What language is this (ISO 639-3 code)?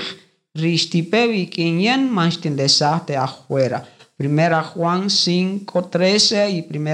cak